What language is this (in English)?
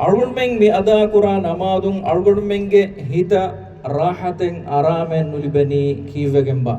Divehi